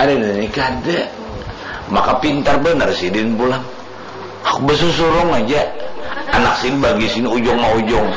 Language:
Banjar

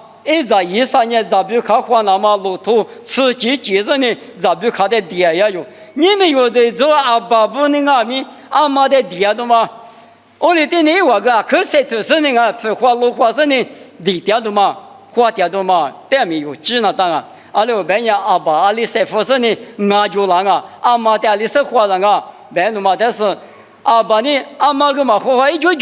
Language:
Lisu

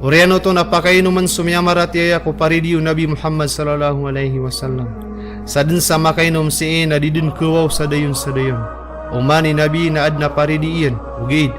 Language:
Maranao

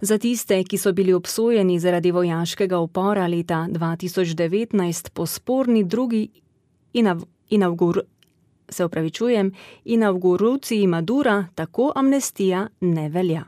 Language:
Slovenian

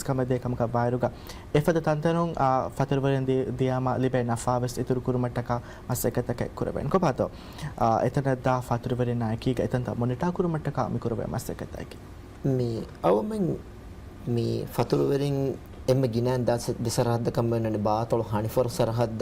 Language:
Divehi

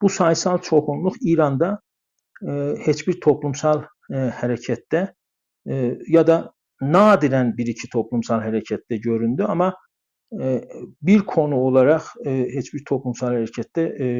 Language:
South Azerbaijani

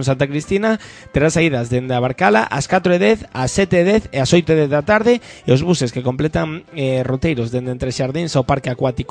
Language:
Galician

